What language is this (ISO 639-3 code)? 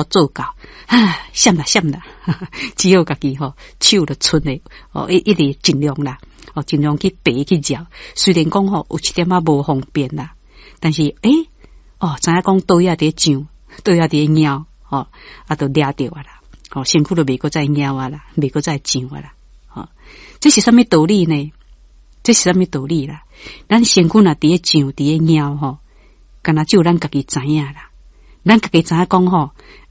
nan